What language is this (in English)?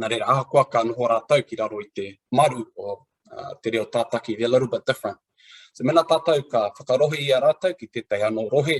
Māori